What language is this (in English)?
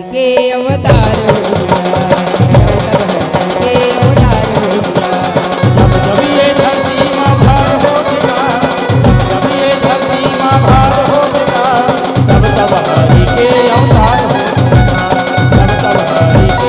Chhattisgarhi